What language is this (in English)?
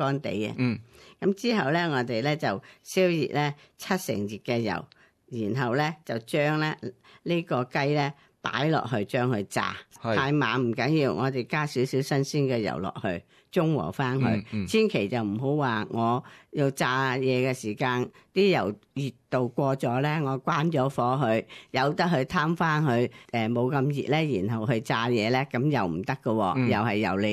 Cantonese